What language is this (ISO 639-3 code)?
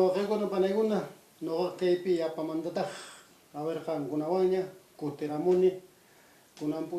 que